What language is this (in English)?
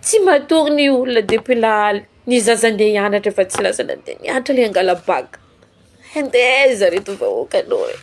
Malagasy